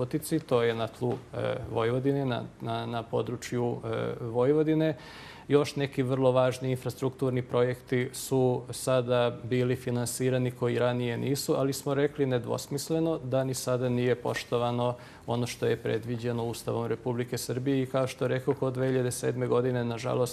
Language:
Serbian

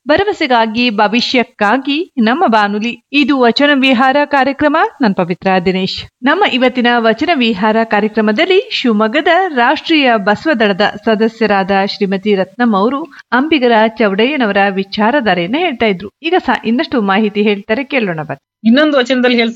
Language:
Kannada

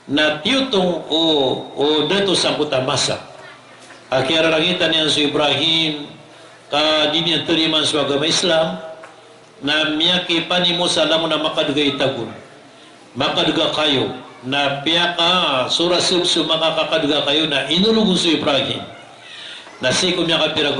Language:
Maranao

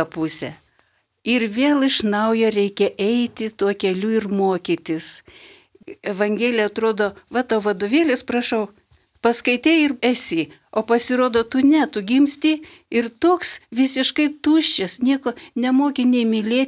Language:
Lithuanian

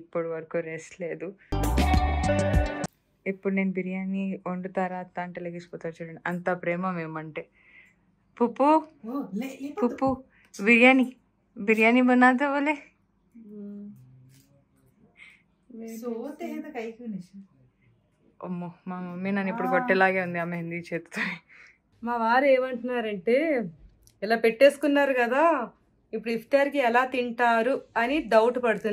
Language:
Telugu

